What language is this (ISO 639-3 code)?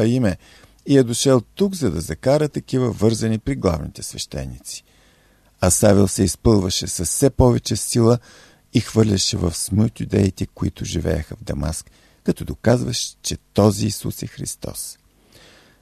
bul